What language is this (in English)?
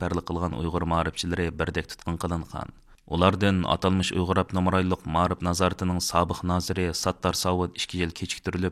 Uyghur